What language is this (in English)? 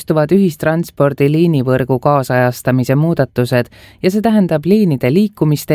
Estonian